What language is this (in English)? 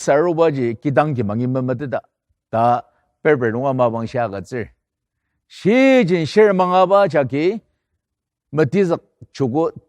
Ao Naga